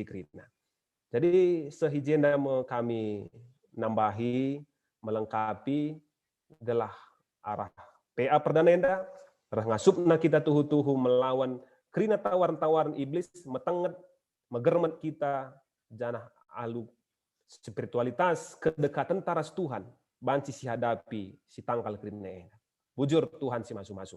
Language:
Batak Karo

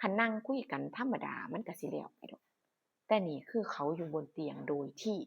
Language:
Northeastern Thai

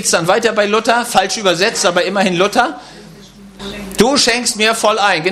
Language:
German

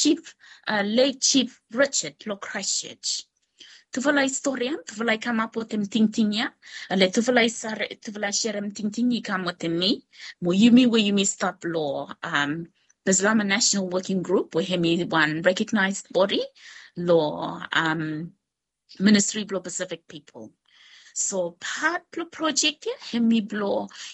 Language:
Bislama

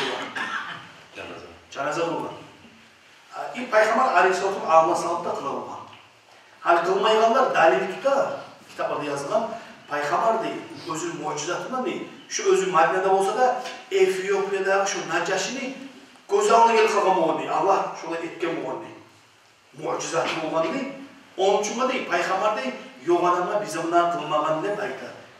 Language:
Kumyk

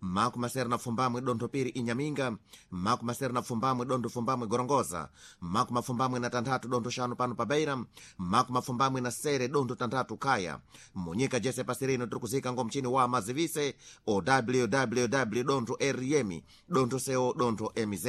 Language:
Sena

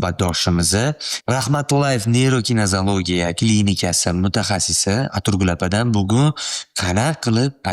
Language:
Uzbek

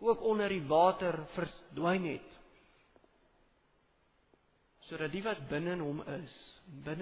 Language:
Afrikaans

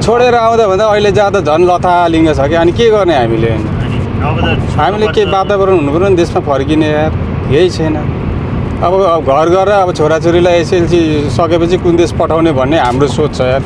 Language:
Nepali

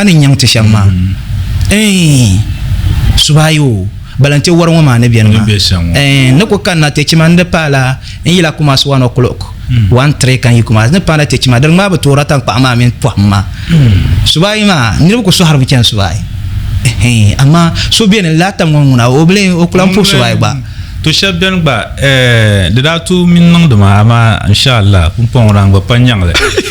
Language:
Dagbani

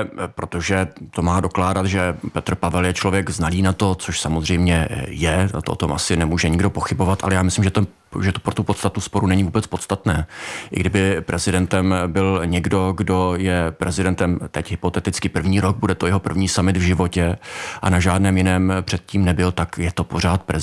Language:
Czech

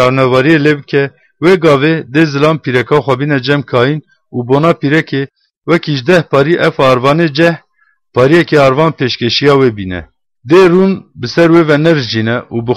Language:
Kurdish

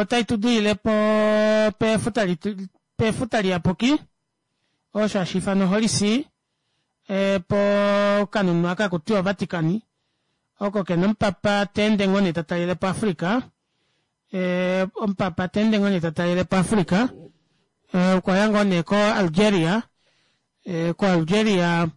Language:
Kuanyama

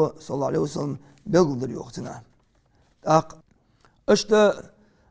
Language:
Ingush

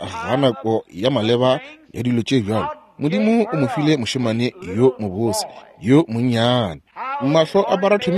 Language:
Northern Sotho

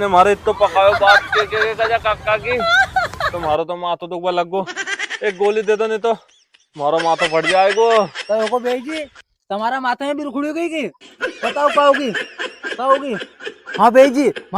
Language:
Rajasthani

